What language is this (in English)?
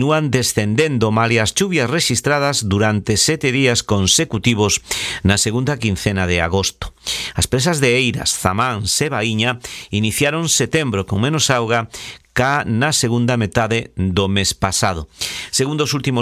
Galician